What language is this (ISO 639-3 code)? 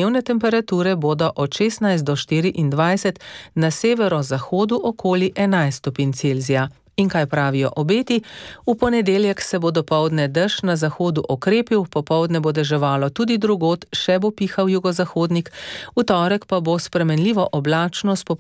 slv